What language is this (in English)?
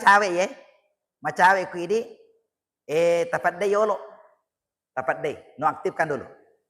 Buginese